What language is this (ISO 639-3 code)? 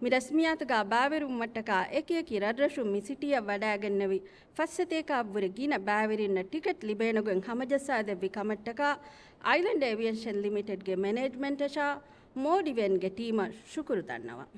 div